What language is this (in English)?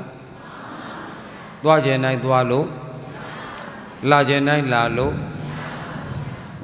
Burmese